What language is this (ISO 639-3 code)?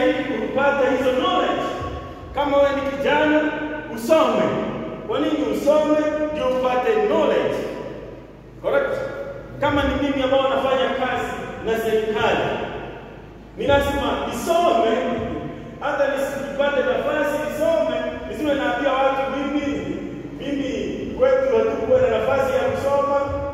swa